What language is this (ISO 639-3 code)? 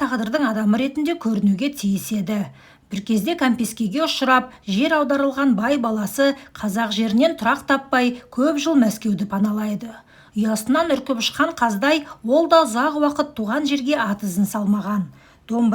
kaz